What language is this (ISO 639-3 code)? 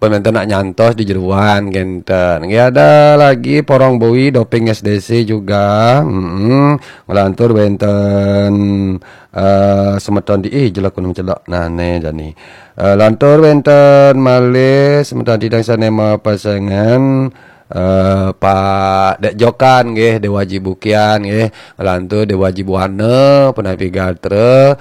ban